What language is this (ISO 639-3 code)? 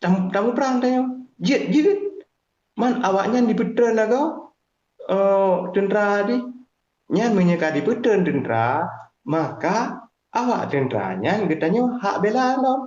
ace